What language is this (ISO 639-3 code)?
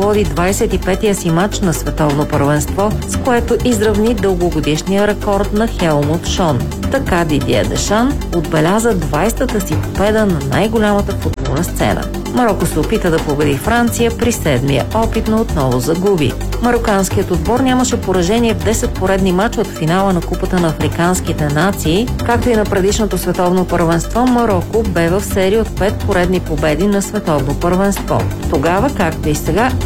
bul